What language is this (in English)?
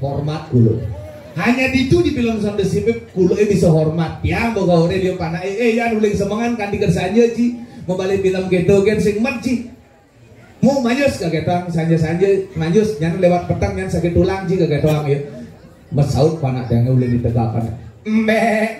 Balinese